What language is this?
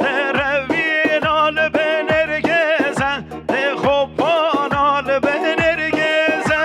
Kurdish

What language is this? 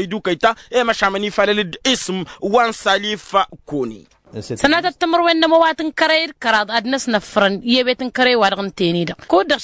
Tamasheq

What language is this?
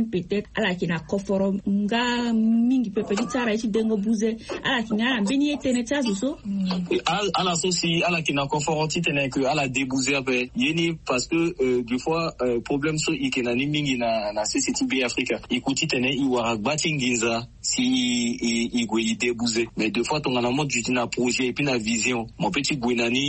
Sango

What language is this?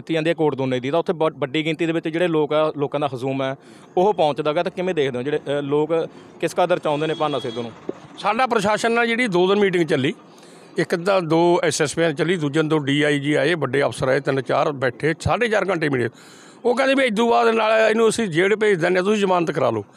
Punjabi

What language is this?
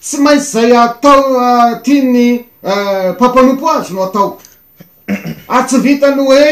Malagasy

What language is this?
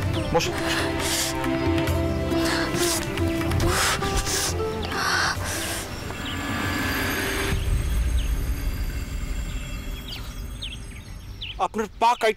Bangla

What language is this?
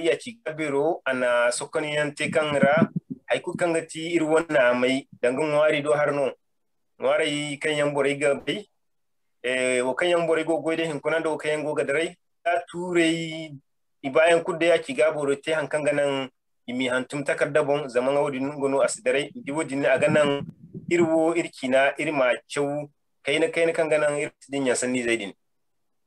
Zarma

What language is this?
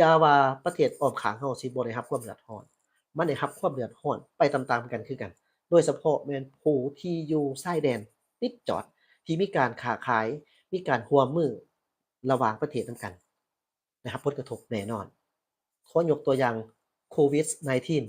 Lao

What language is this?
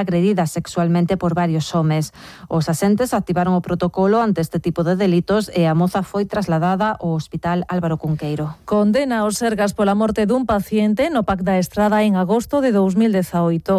Galician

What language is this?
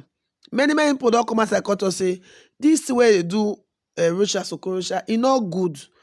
Nigerian Pidgin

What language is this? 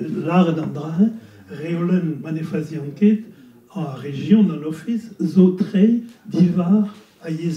Breton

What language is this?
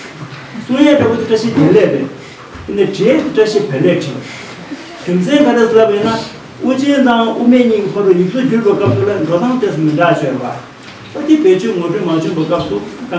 Tibetan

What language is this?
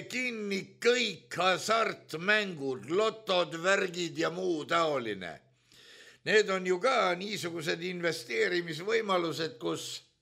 Estonian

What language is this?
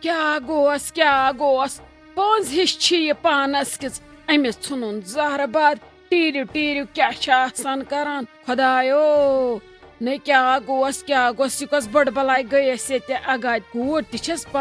Kashmiri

